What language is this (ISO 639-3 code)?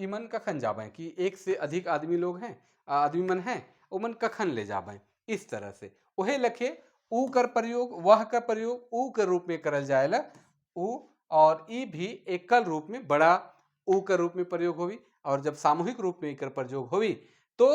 sck